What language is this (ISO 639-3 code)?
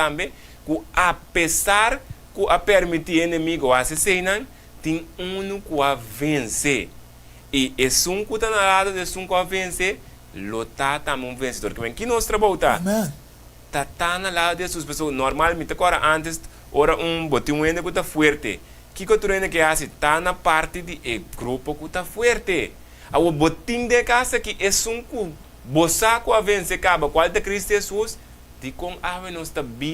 pap